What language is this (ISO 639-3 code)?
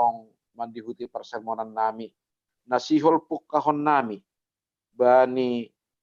bts